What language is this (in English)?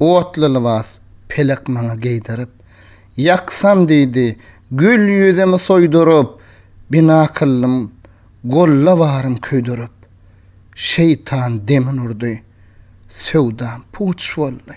Turkmen